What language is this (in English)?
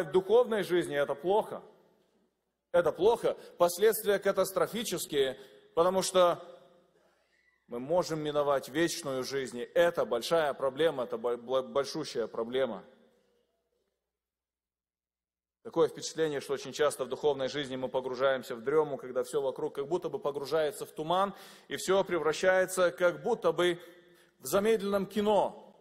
Russian